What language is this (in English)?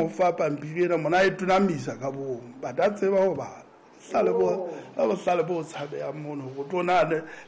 Southern Sotho